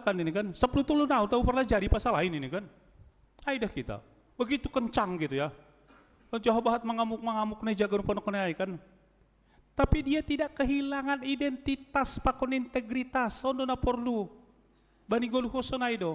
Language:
Batak Simalungun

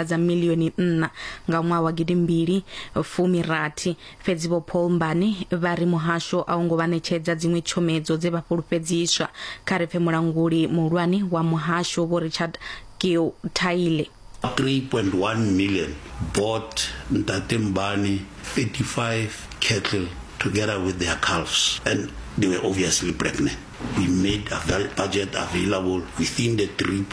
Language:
Venda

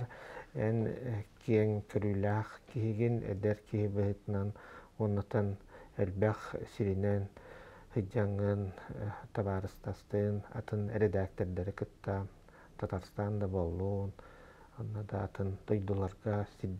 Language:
Yakut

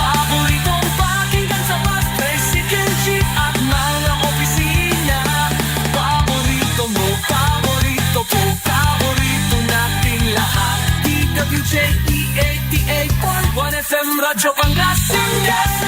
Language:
Pangasinan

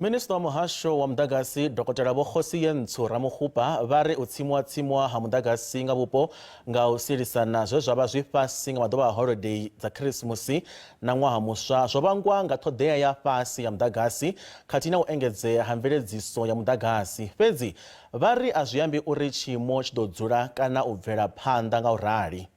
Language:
Venda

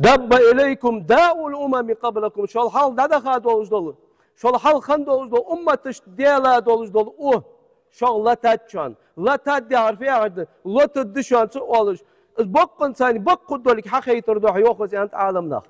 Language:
Ingush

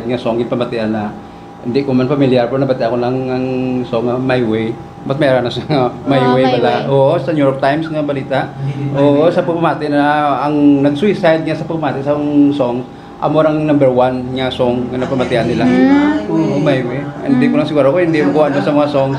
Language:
Hiligaynon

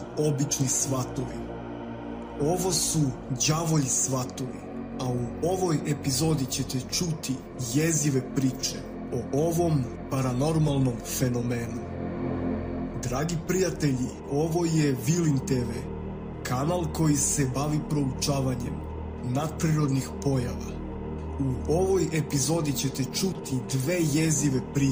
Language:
Serbian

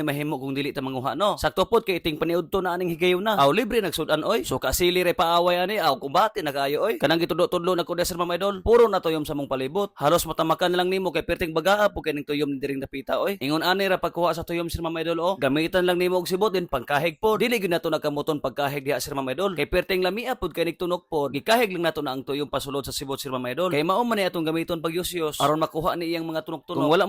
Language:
Cebuano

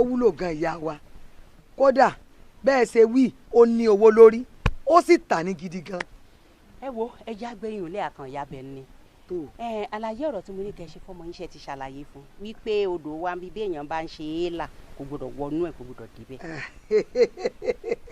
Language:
Yoruba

